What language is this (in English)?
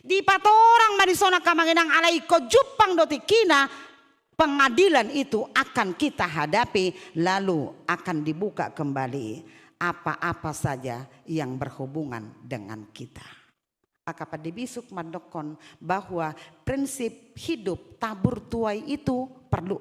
Batak Toba